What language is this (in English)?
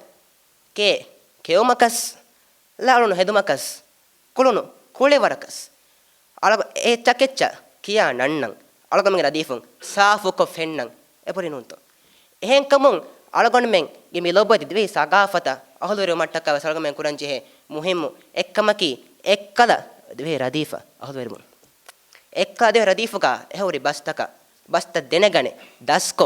Divehi